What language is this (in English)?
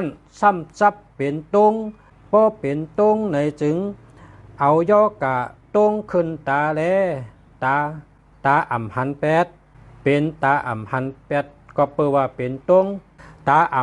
Shan